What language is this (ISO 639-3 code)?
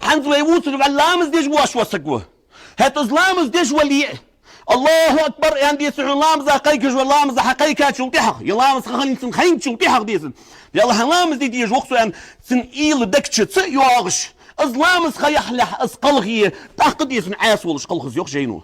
inh